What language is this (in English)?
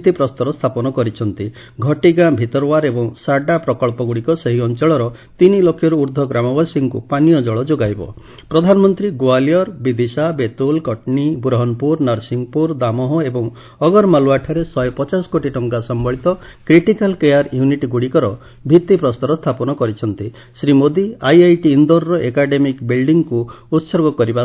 Odia